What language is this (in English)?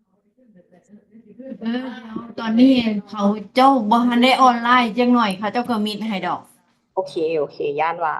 Lao